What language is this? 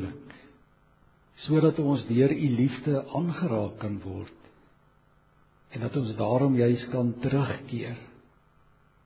Afrikaans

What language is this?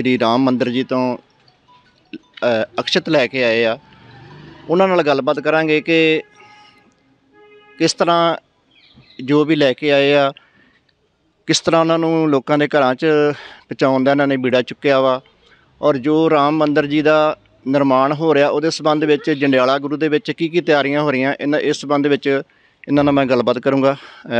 Punjabi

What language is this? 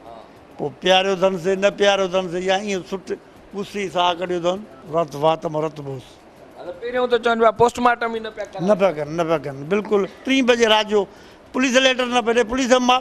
Sindhi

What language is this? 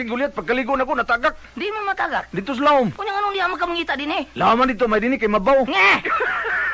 Filipino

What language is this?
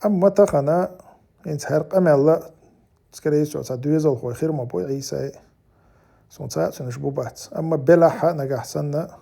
Chechen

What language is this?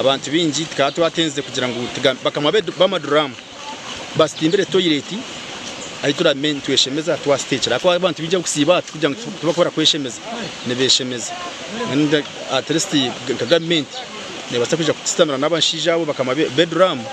Nyankole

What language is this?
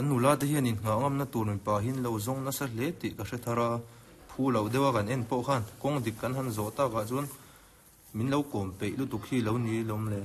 Mizo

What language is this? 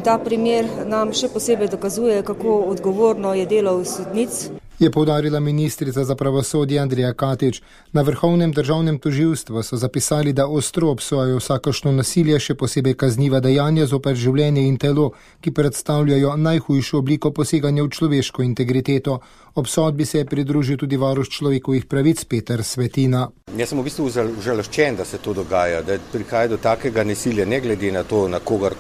Slovenian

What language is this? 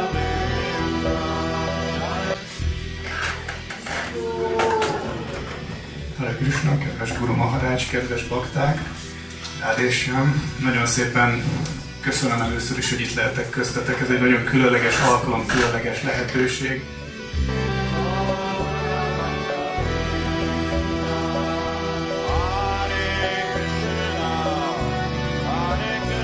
Hungarian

